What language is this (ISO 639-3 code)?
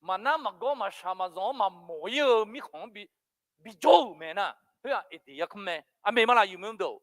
ahk